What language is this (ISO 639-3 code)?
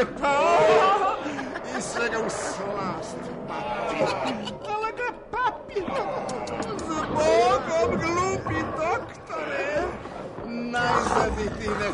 srp